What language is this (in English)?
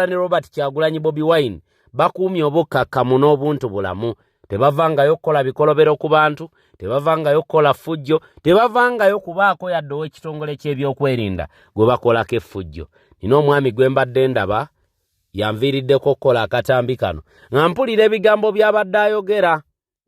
Ganda